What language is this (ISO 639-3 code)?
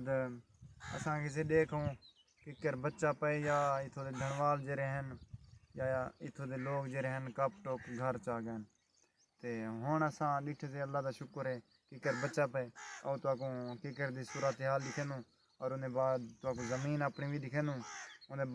skr